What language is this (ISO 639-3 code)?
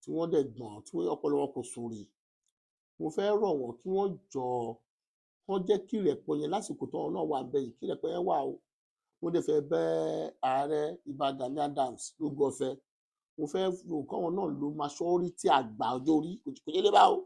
yor